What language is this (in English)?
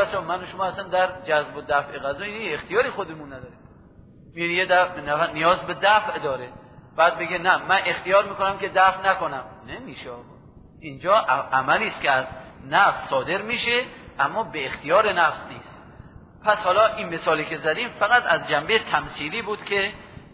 Persian